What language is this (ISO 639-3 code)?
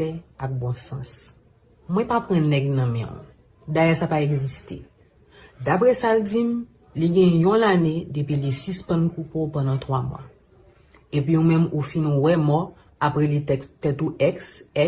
hat